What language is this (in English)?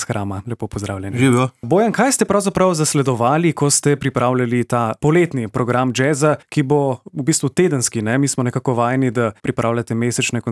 Slovenian